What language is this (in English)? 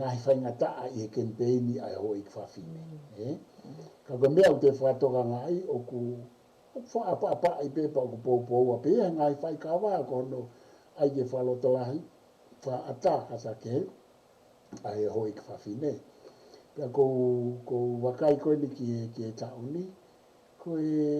Tongan